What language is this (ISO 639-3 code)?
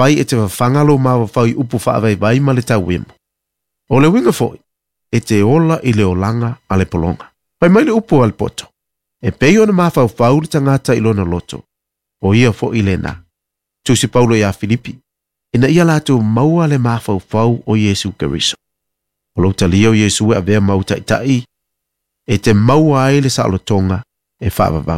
smo